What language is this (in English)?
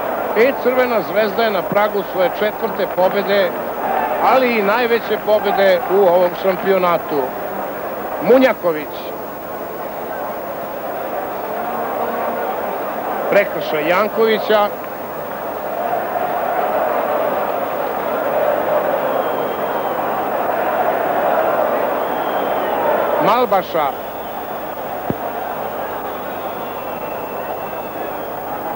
Serbian